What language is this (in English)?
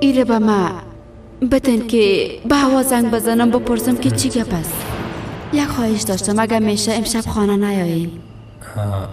Persian